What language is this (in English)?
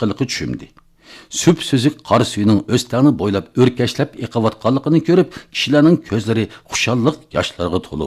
Uyghur